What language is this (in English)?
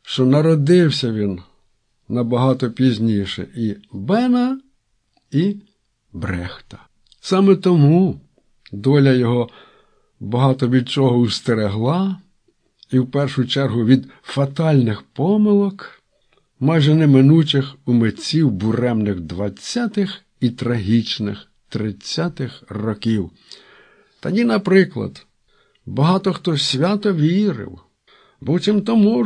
Ukrainian